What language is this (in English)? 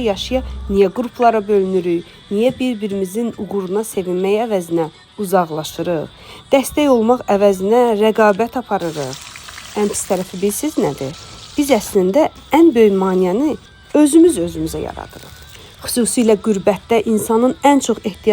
Azerbaijani